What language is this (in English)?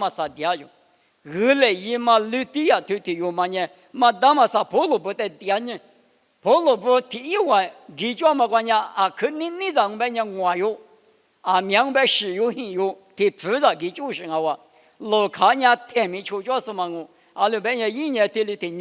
Lisu